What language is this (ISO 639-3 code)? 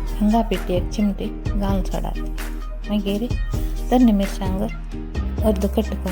kok